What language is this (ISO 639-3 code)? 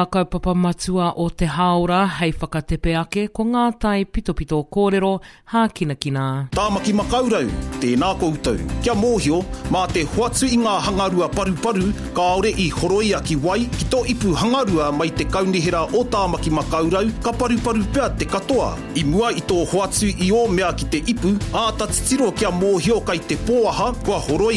mri